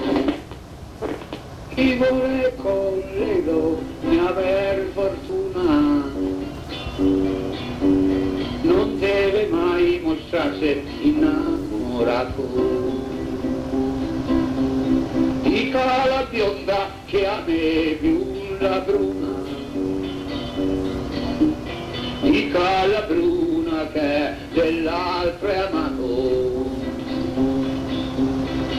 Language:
Italian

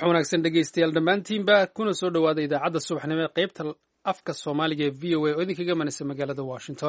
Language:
Somali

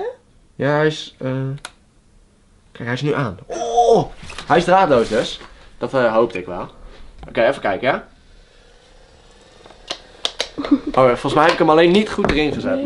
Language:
Dutch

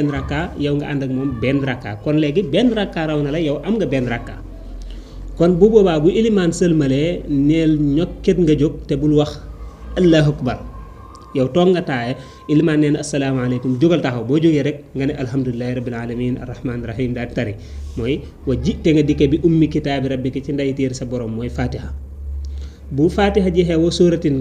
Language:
Wolof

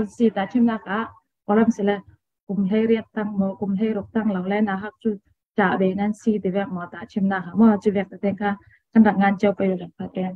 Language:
Falam Chin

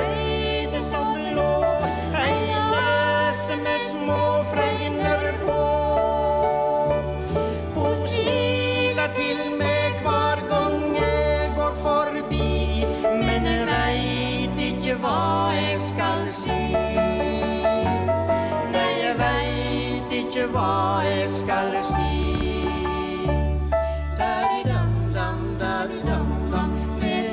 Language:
Norwegian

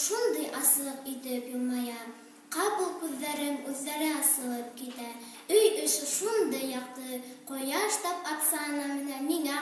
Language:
Bashkir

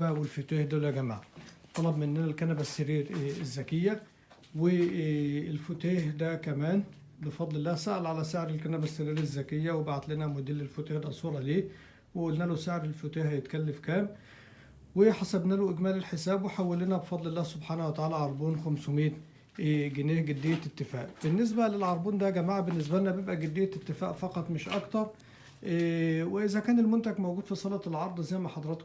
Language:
Egyptian Arabic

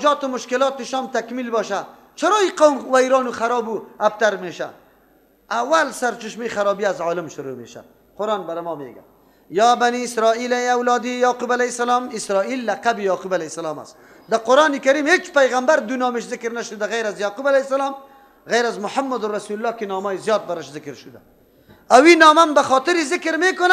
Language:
Persian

